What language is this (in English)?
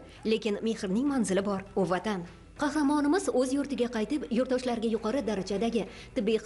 Uzbek